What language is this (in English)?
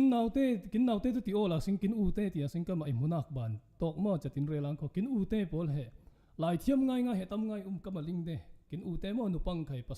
Falam Chin